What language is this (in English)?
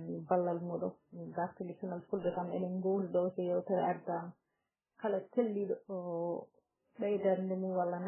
Fula